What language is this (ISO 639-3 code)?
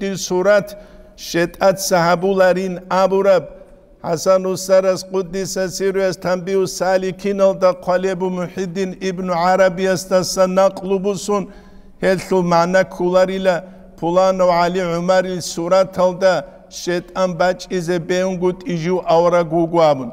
ava